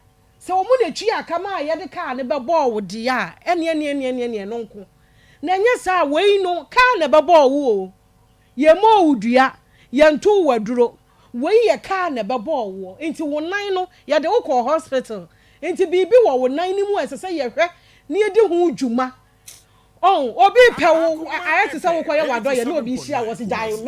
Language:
Akan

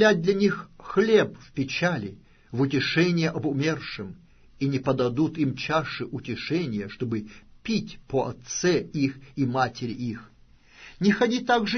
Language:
Russian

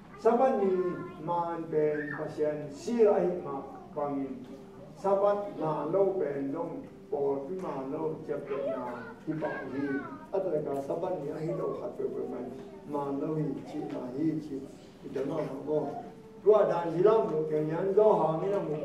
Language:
Tedim Chin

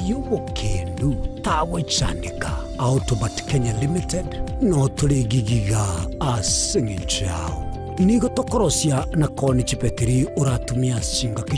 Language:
Gusii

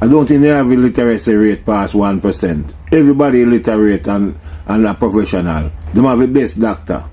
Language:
Jamaican Creole English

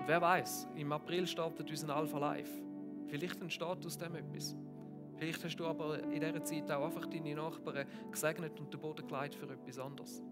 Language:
Swiss German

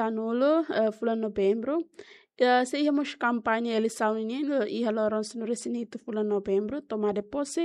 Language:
Tetum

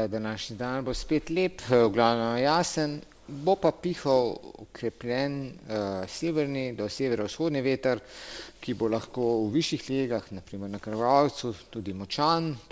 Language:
Slovenian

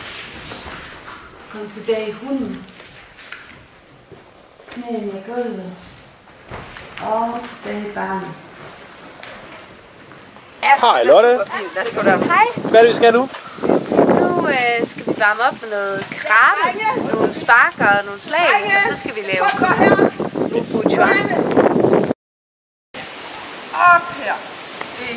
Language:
Danish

